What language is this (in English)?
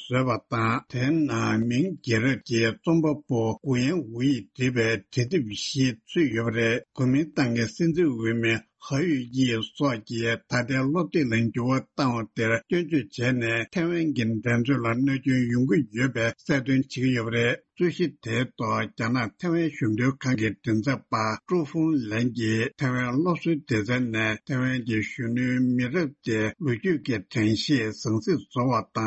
Tibetan